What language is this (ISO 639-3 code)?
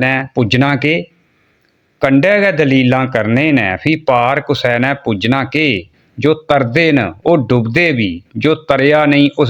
doi